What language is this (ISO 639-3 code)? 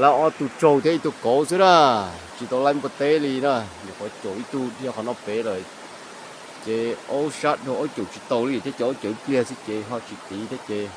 hmn